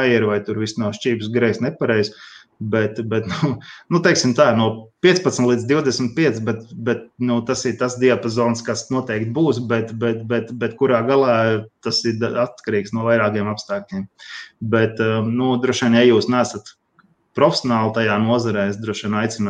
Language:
Latvian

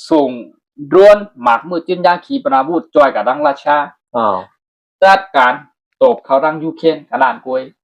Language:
Shan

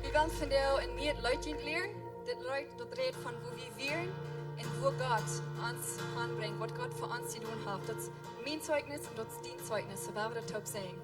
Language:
Plautdietsch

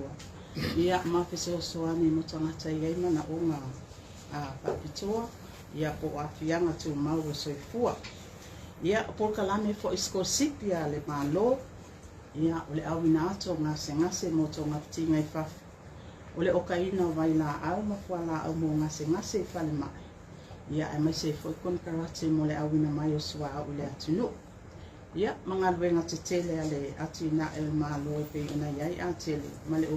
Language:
Samoan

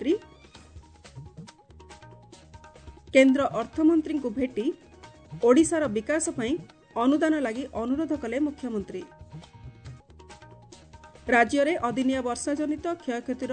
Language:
Odia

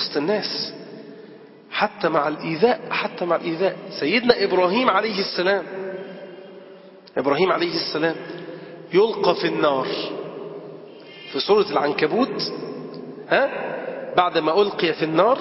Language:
Arabic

